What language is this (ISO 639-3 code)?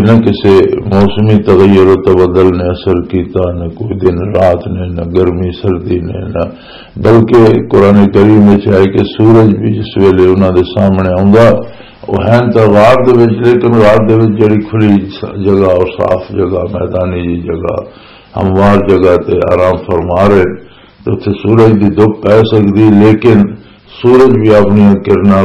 lah